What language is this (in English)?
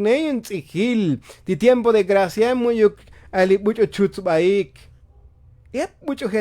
Tzotzil